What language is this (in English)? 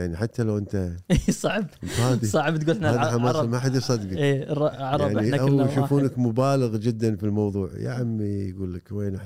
Gulf Arabic